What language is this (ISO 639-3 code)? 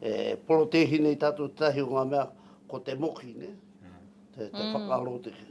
mri